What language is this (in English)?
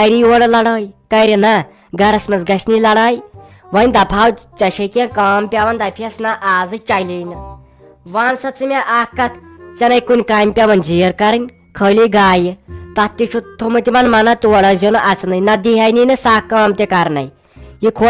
Kashmiri